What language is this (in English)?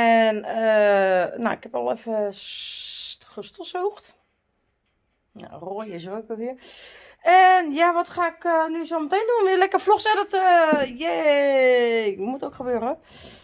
Dutch